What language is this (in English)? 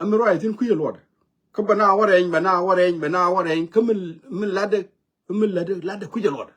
Nuer